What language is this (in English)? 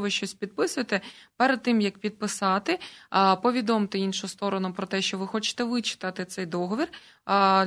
Ukrainian